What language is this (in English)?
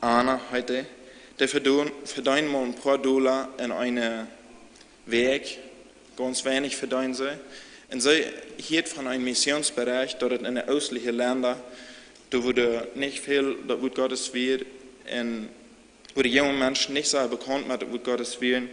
Plautdietsch